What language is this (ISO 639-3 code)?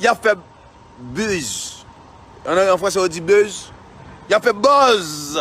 hat